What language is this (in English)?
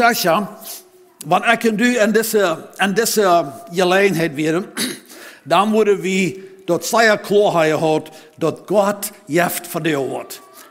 Plautdietsch